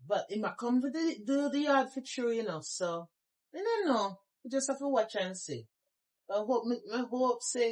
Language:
Jamaican Creole English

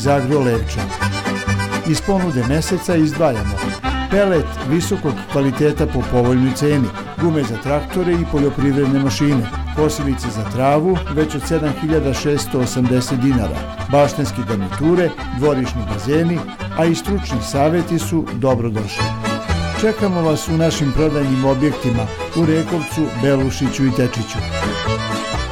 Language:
Serbian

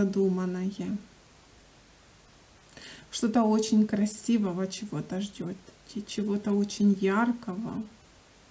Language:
Russian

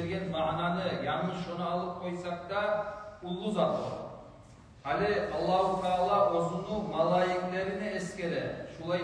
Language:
Kumyk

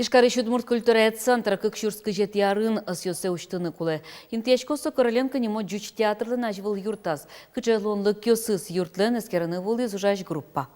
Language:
Udmurt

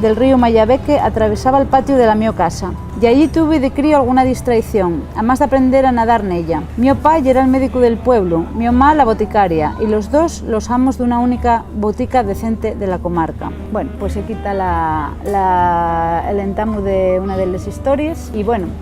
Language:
Asturian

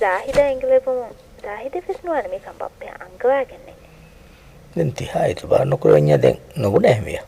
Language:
Divehi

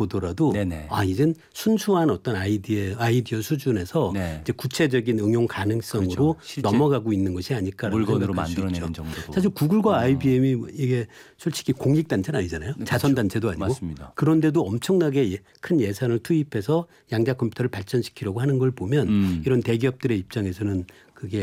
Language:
Korean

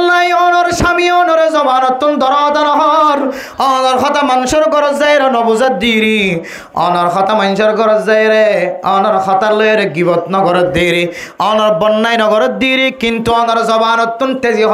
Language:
Rohingya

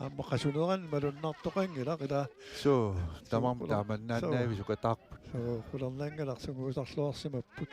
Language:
Kalaallisut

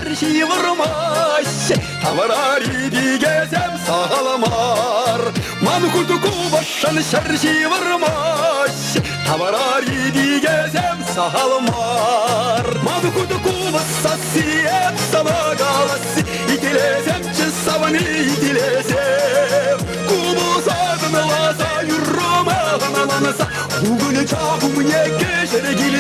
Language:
Chuvash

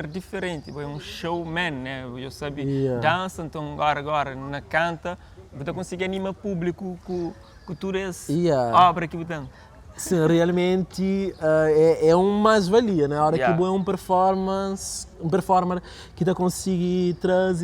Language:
Kabuverdianu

